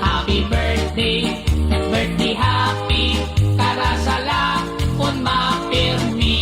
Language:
Waray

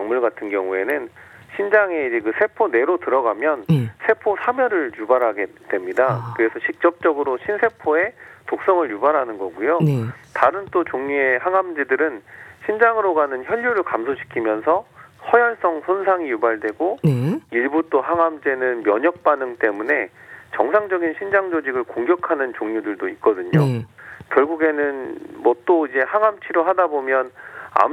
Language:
Korean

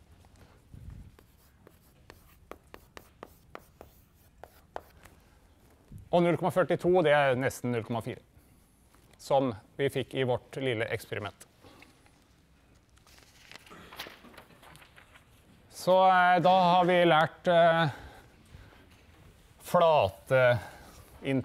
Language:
Norwegian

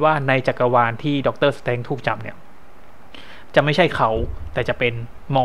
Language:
Thai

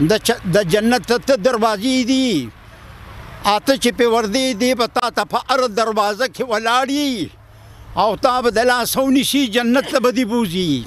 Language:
Pashto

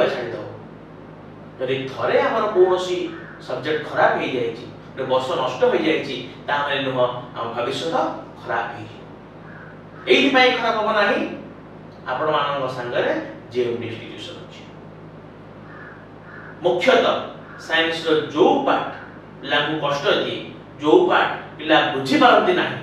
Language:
Odia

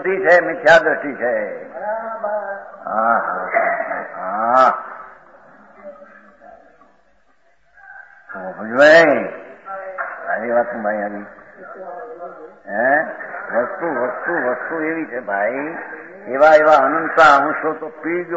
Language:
Gujarati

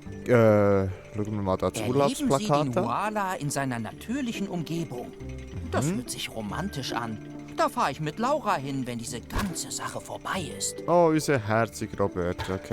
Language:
Swiss German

